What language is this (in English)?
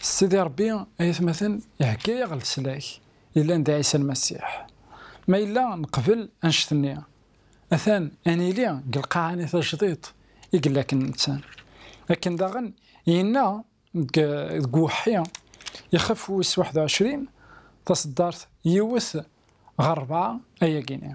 Kabyle